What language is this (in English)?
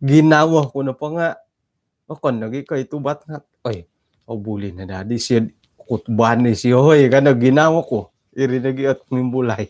Central Dusun